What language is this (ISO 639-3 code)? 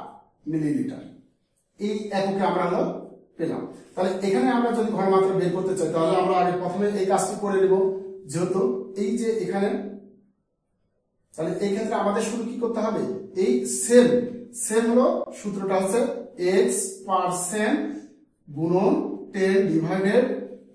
ben